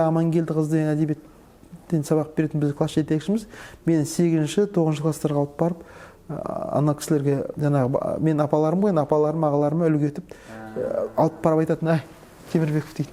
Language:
Kazakh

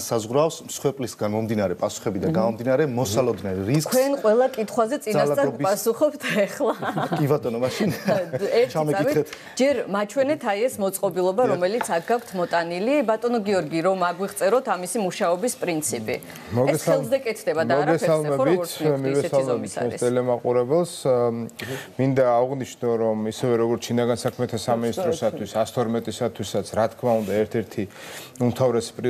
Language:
Georgian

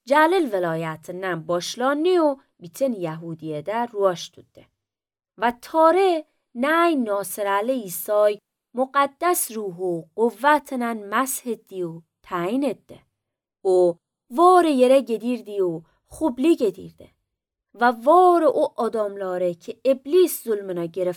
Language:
Azerbaijani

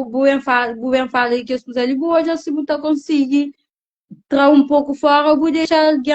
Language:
Kabuverdianu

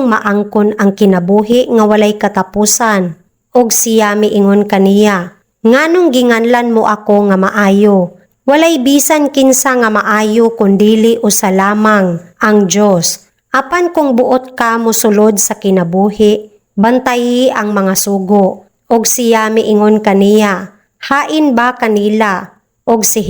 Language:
Cebuano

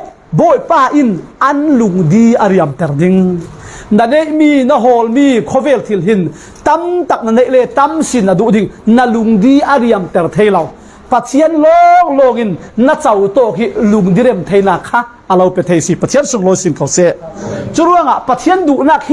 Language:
Falam Chin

